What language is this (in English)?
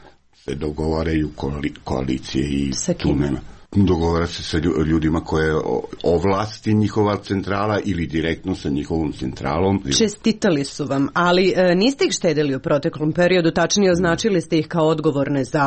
Serbian